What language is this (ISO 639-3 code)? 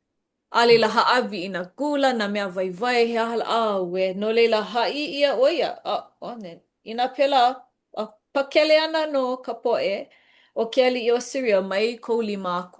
haw